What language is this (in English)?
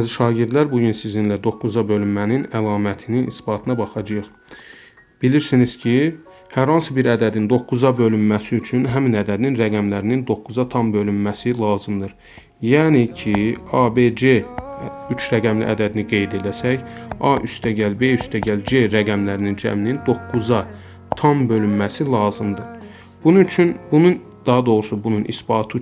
Azerbaijani